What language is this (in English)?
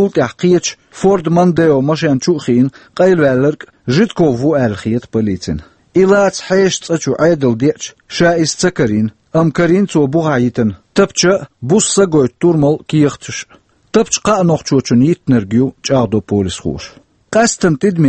Chechen